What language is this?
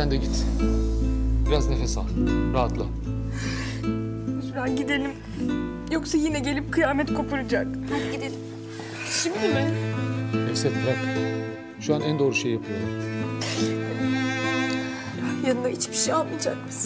Turkish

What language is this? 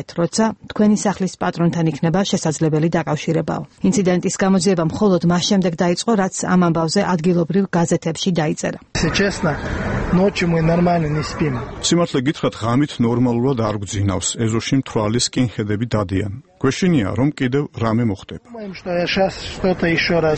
Georgian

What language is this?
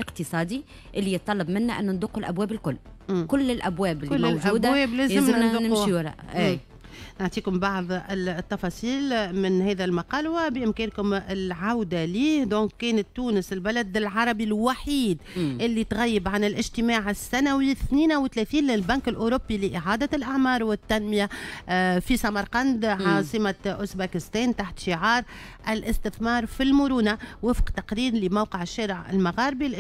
Tunisian Arabic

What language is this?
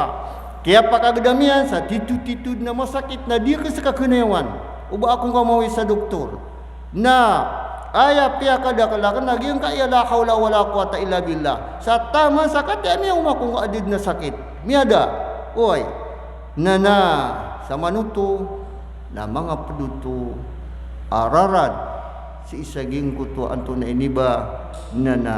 Maranao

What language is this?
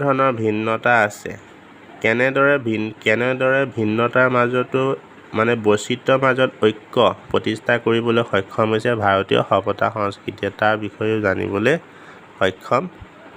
Assamese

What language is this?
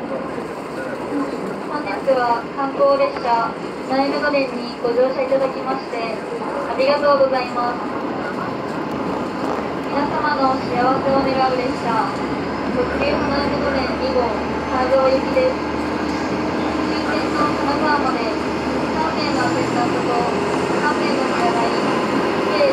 Japanese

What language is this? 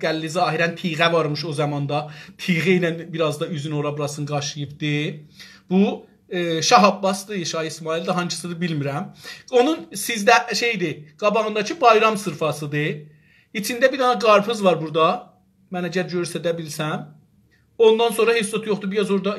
South Azerbaijani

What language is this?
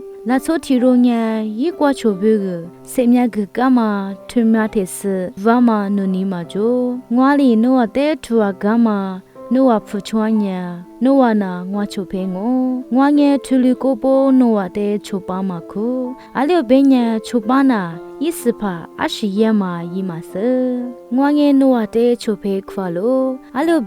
Lisu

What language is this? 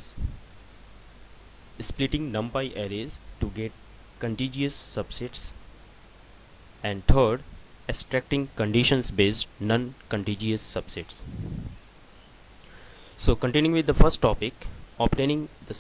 English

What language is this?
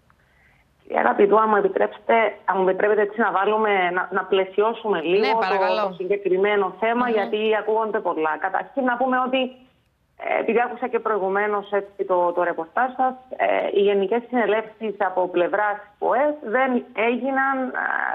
Greek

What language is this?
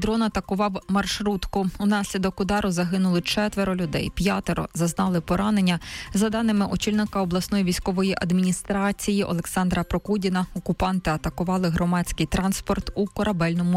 Ukrainian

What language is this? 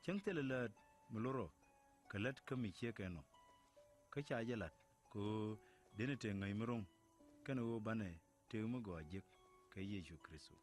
Nuer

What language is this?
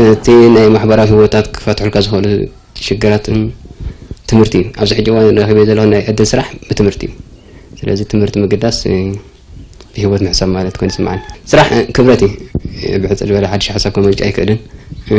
Tigrinya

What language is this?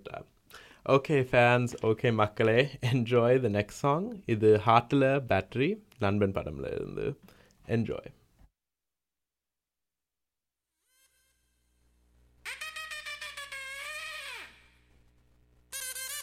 Tamil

